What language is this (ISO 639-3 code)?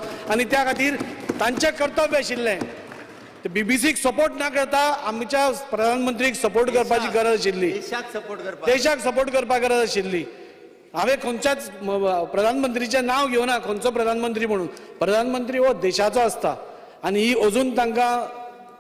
kok